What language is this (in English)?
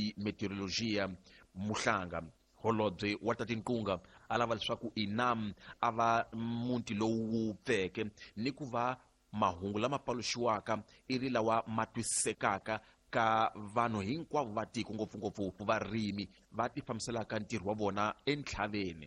Tsonga